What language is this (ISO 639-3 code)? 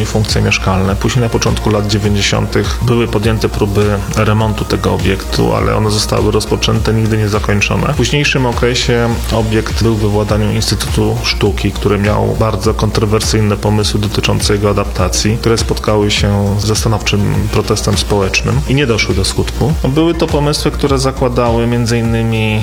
pol